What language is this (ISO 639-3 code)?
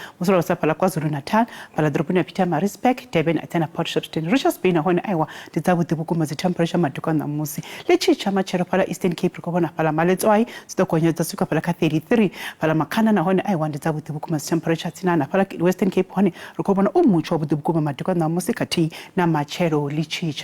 ven